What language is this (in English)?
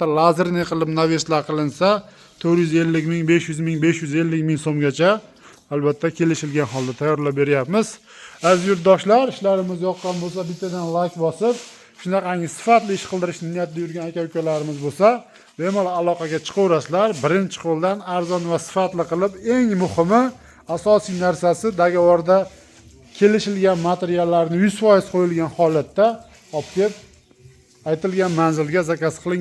Uzbek